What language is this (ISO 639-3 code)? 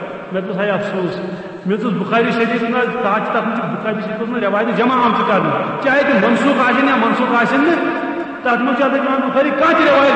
kas